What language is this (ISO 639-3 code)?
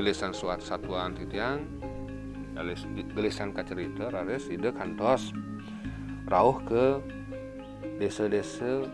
ban